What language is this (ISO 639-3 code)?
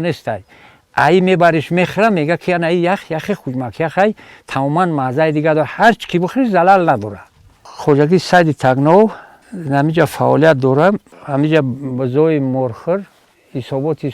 tgk